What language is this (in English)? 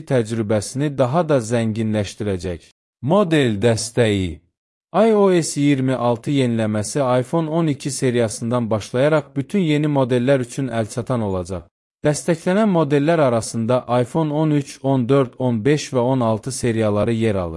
Azerbaijani